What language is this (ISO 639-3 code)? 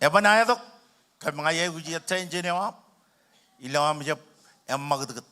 mah